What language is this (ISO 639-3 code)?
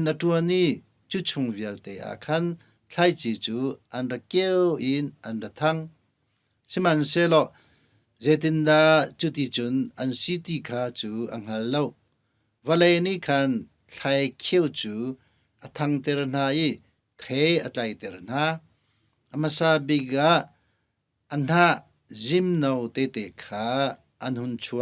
cnh